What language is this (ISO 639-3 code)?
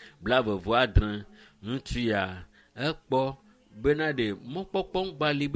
ewe